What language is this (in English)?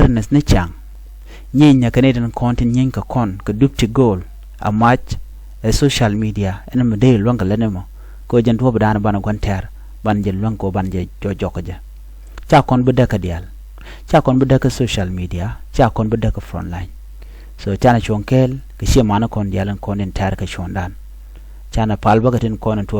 Nuer